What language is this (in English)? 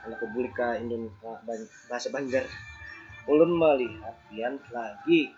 Banjar